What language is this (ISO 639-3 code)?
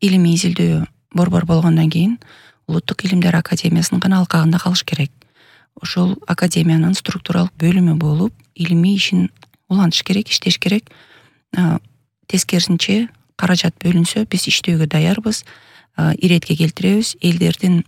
kir